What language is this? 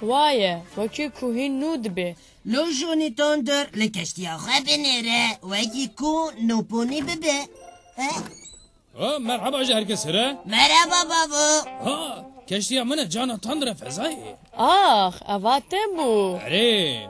Kurdish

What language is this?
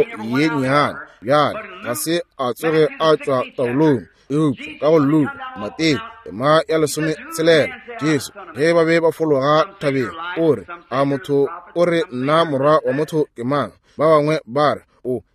Northern Sotho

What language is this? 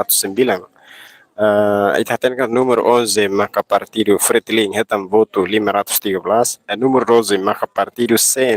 Tetum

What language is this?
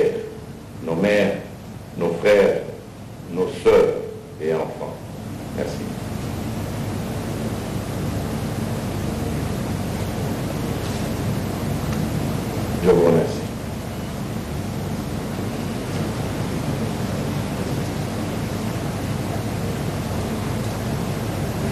French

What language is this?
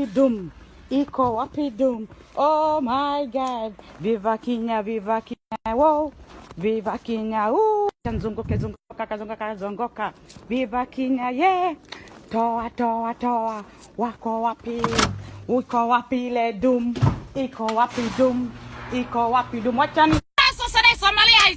Somali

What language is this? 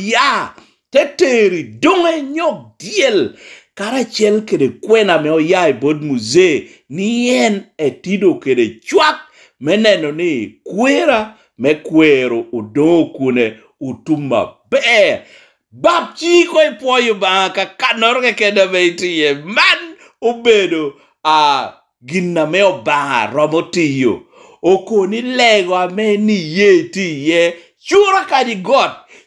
Lango (Uganda)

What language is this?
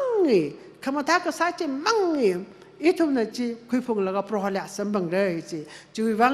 Tangkhul Naga (India)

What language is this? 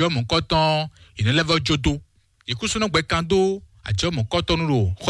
Fon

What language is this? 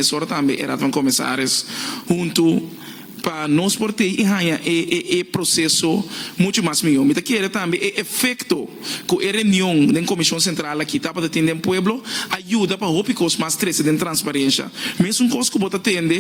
Papiamento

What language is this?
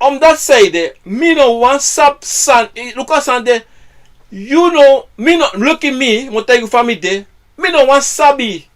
Sranan Tongo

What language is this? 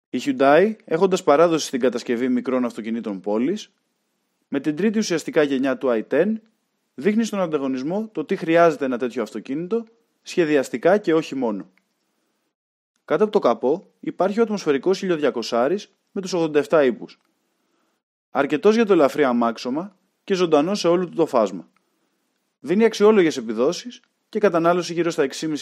Greek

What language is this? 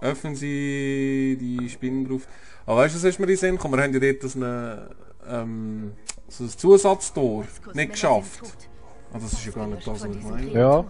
Swiss German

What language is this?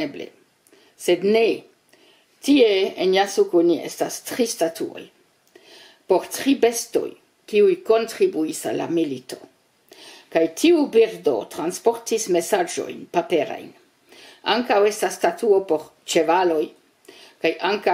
Esperanto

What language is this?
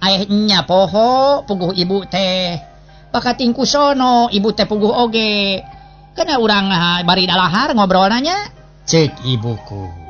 Sundanese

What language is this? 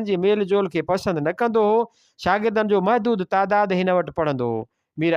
Sindhi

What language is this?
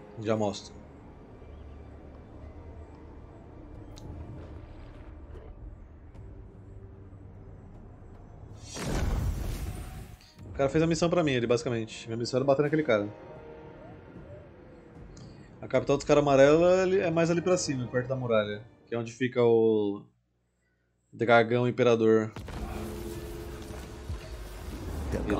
Portuguese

